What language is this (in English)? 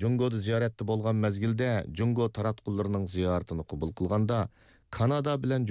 Uyghur